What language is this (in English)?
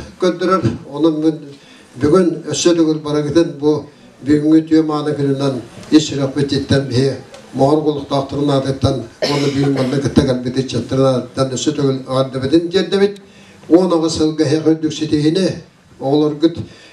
Yakut